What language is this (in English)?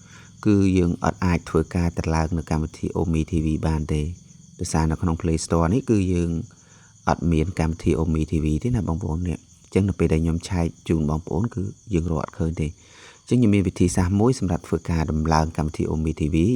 Khmer